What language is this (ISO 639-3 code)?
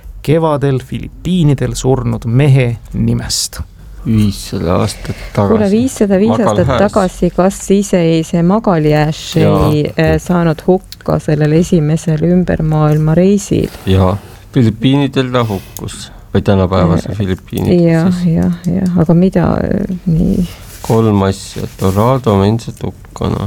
est